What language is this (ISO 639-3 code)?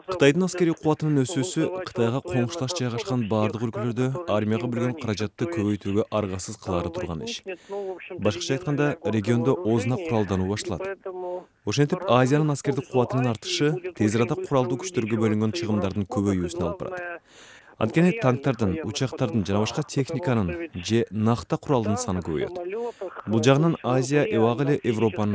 kir